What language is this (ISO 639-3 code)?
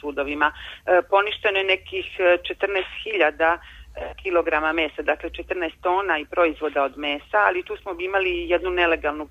srp